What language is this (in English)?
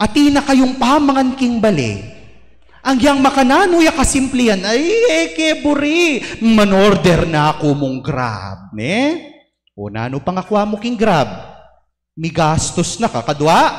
Pampanga